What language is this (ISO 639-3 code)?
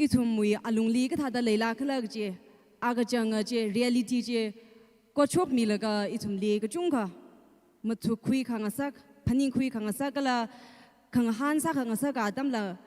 nmf